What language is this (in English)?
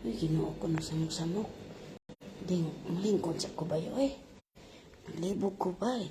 Cebuano